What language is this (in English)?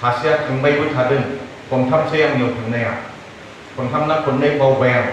Bodo